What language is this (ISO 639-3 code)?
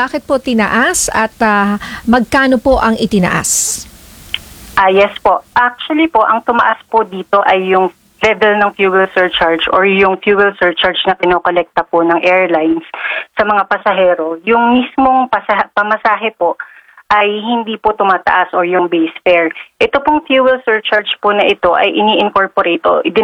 fil